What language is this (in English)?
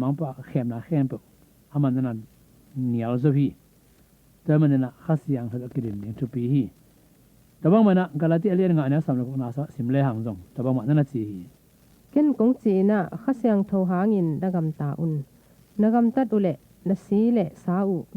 Tedim Chin